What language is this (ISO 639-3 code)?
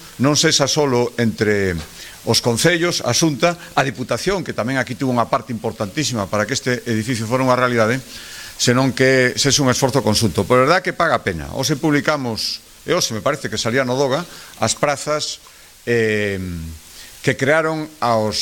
glg